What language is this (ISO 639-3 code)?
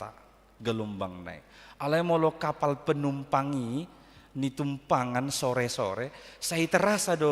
bbc